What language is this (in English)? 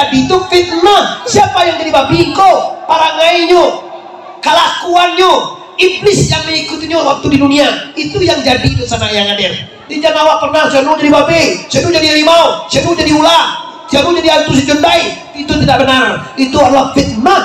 Minangkabau